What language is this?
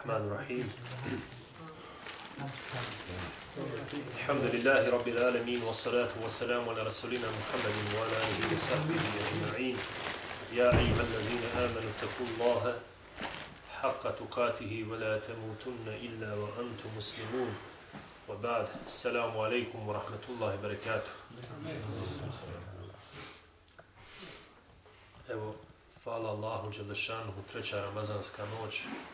Bosnian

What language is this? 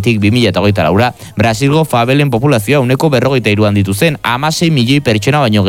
Basque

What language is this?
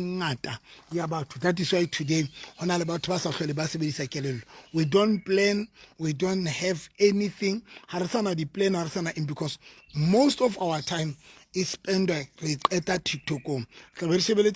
Southern Sotho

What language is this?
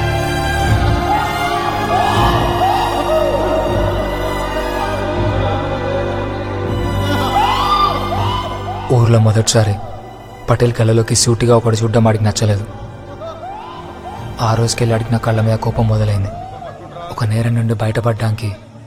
Telugu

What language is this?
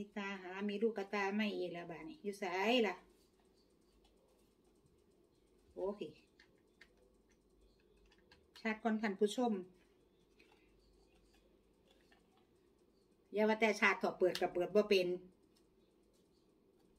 Thai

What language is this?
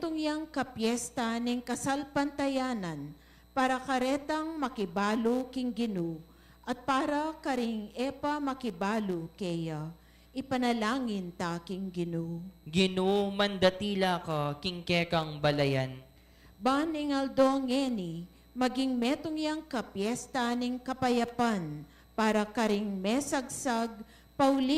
Pampanga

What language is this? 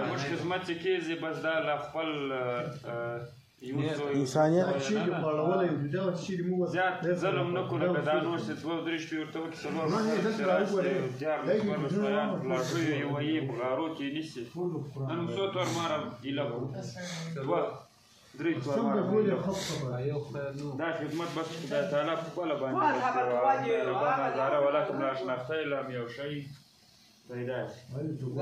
Pashto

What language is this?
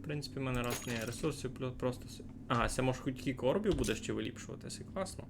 Rusyn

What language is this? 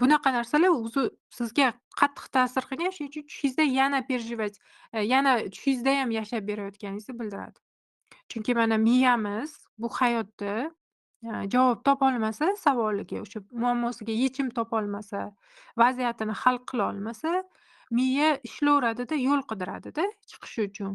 Uzbek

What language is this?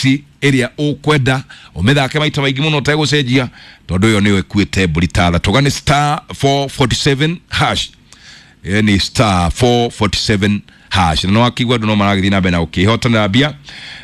Kikuyu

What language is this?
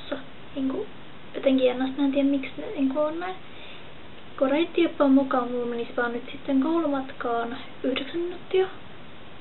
Finnish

